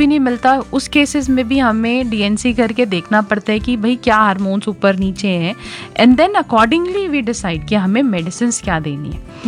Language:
Hindi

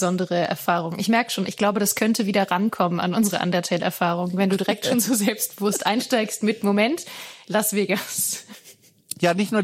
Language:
German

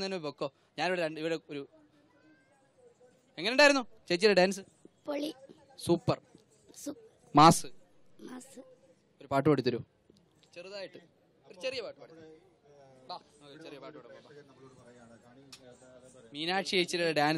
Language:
Malayalam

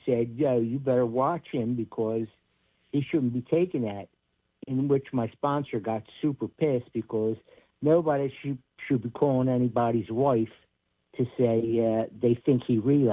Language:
English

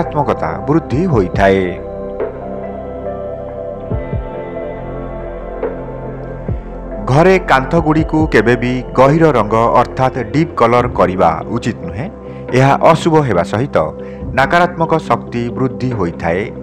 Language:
Odia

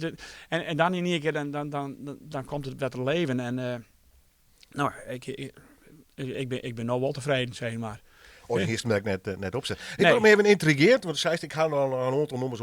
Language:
Western Frisian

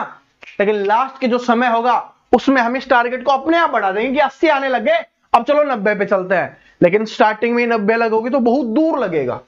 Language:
Hindi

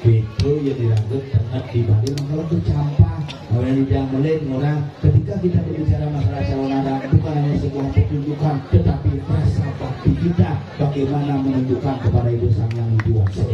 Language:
Balinese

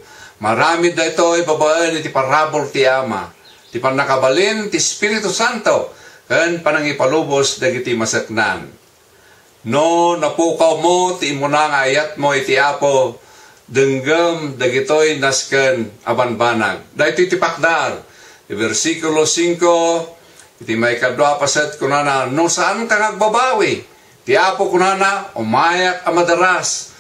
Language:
Iloko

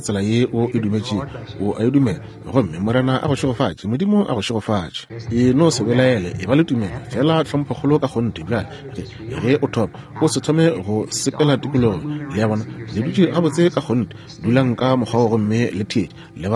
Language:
Northern Sotho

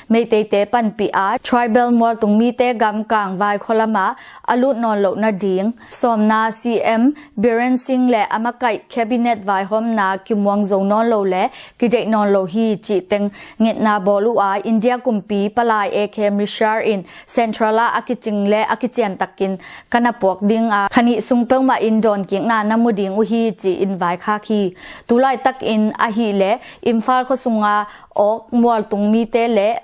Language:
Tedim Chin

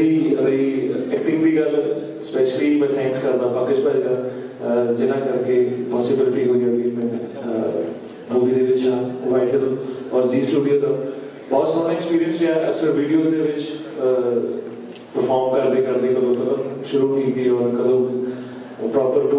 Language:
Punjabi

